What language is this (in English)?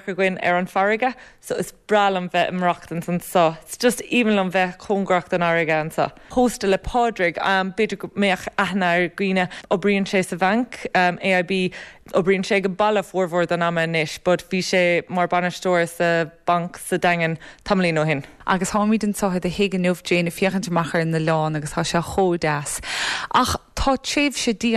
Irish